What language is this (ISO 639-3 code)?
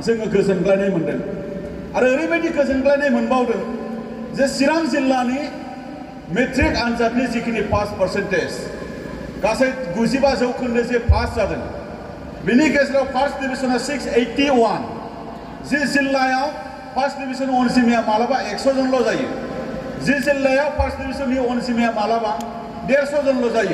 brx